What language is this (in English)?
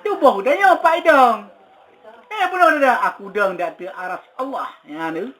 Achinese